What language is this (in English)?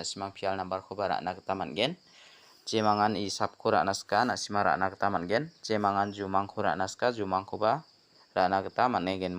Garo